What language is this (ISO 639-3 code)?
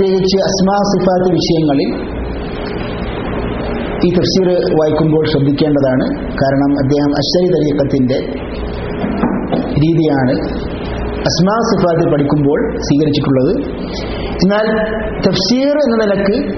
mal